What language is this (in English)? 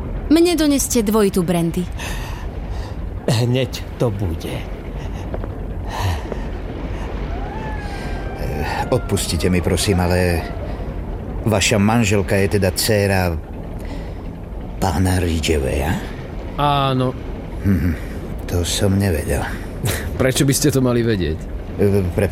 Slovak